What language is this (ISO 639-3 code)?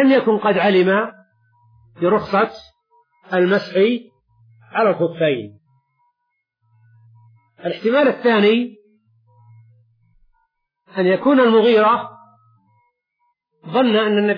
ara